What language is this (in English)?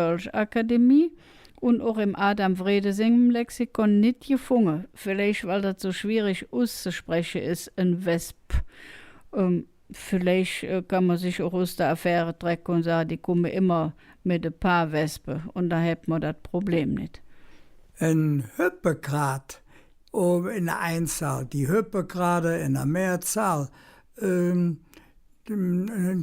Colognian